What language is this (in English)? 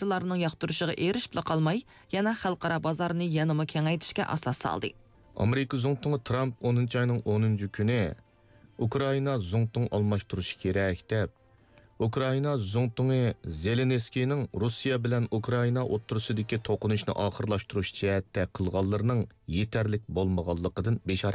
Uyghur